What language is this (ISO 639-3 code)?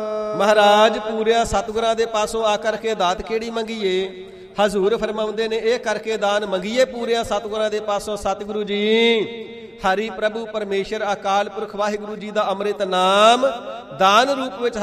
pan